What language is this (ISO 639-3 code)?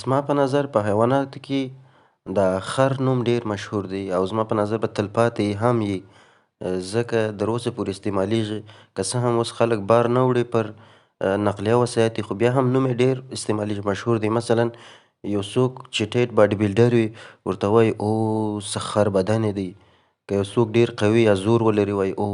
pus